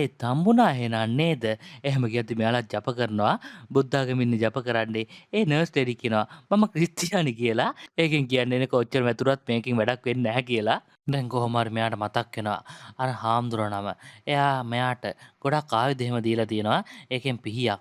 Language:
Sinhala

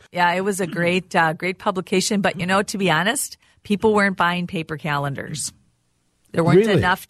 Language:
English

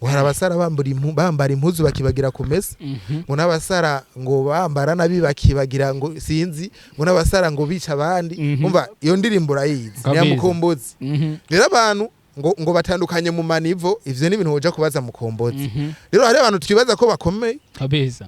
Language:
Rundi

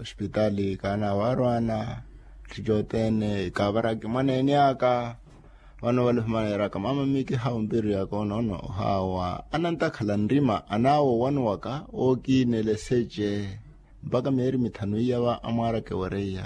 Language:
Makhuwa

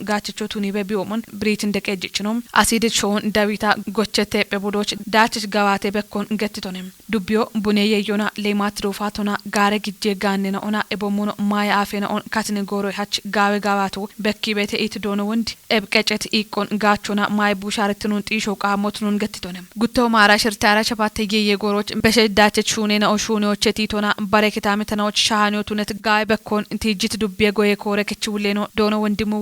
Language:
Kafa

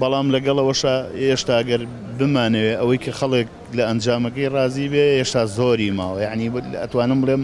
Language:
Central Kurdish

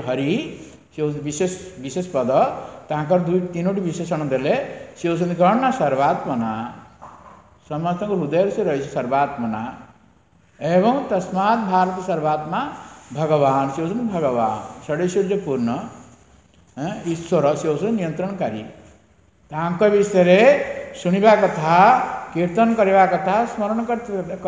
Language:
Odia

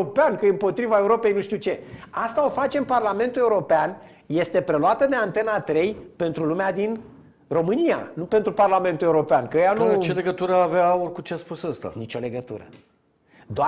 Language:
Romanian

